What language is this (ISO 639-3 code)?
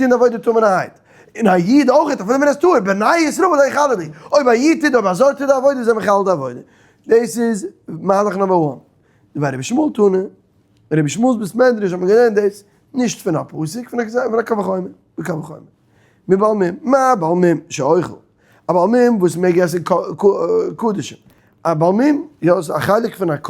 yid